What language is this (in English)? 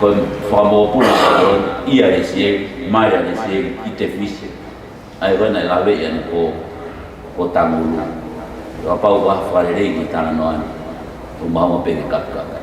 Tongan